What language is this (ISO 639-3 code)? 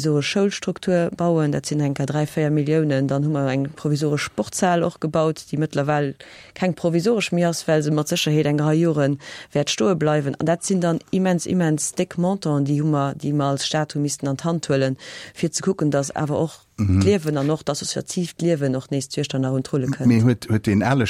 ltz